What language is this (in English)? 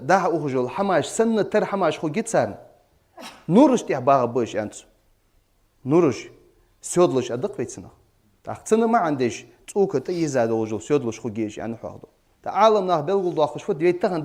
Ingush